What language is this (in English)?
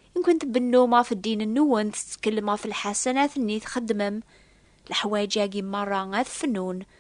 Kabyle